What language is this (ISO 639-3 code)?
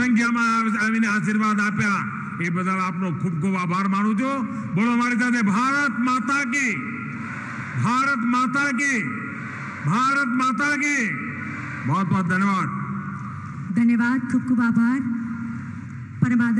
guj